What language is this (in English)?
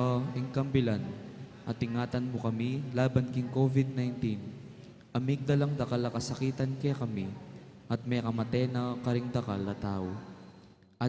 Pampanga